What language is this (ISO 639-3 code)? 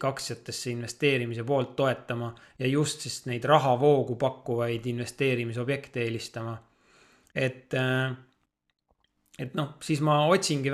est